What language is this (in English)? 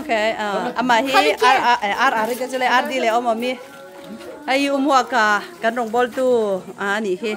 Mizo